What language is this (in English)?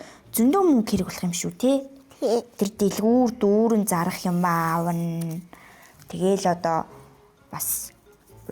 Mongolian